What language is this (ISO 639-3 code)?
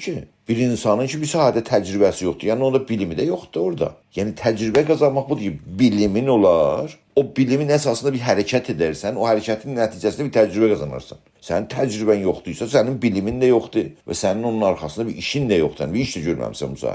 azb